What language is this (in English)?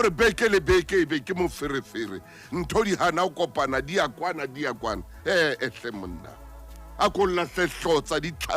Southern Sotho